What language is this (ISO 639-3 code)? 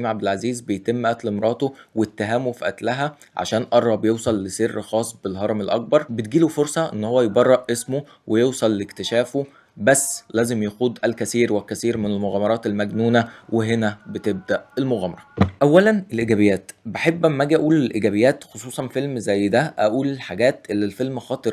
arz